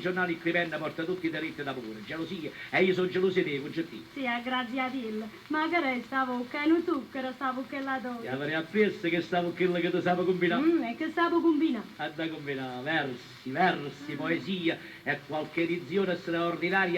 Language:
Neapolitan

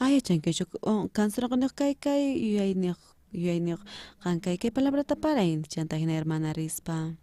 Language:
South Bolivian Quechua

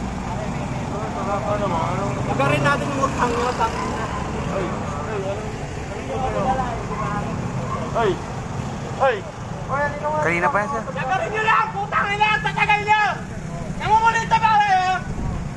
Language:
Filipino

